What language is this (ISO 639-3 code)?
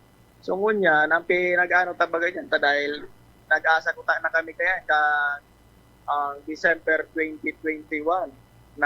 bik